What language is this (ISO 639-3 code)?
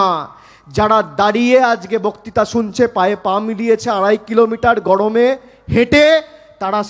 ben